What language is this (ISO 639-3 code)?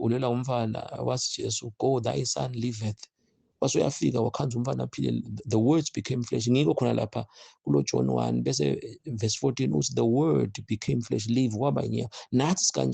zul